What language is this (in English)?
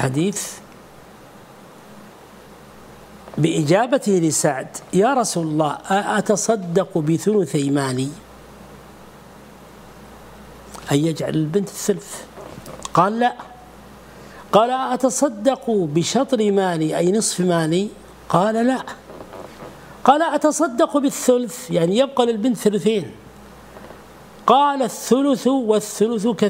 Arabic